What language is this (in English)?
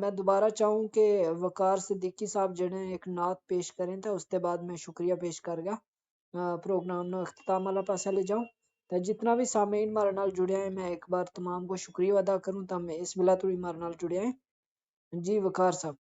Gujari